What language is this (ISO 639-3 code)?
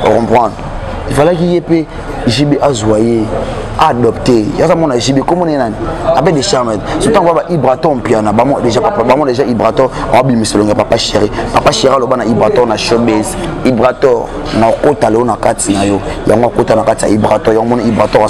lin